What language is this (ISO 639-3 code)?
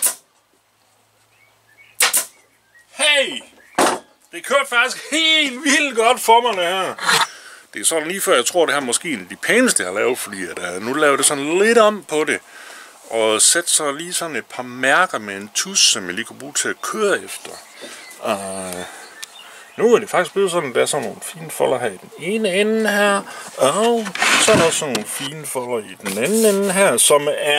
dan